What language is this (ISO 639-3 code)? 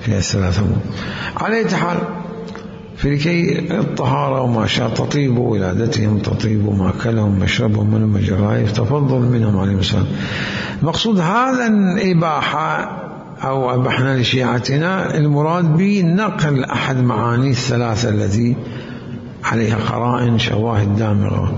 acm